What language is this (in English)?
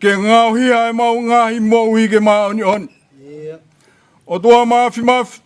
Tongan